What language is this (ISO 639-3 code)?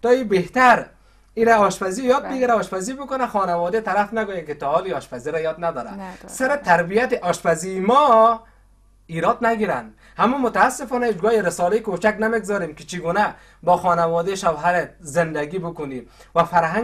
fas